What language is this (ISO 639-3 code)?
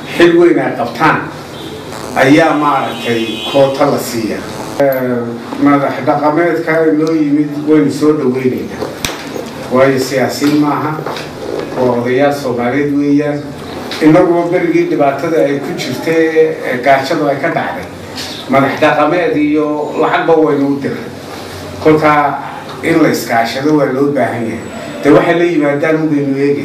som